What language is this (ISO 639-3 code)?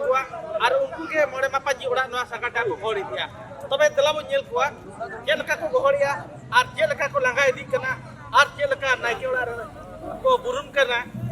sat